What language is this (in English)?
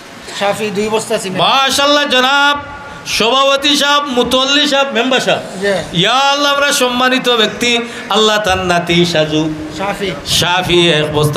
Sylheti